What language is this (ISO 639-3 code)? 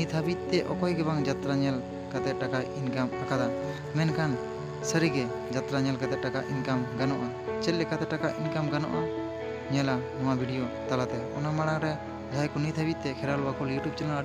sat